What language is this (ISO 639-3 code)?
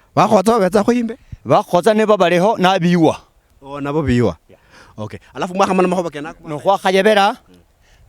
luy